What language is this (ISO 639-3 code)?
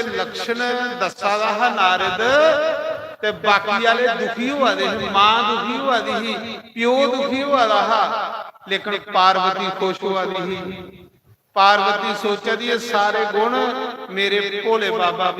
doi